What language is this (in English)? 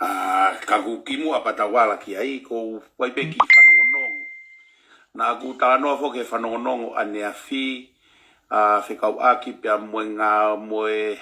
Tongan